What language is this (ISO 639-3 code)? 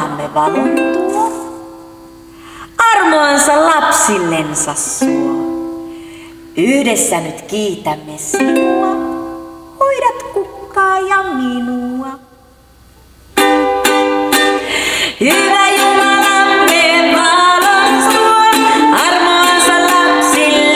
fin